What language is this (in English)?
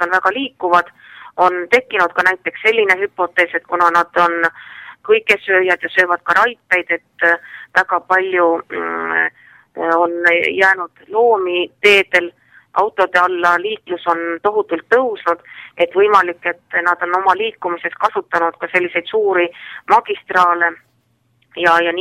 Estonian